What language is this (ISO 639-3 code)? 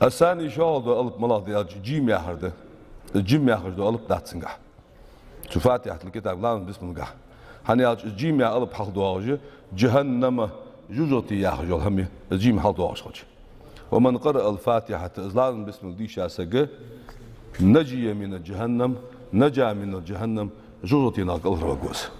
inh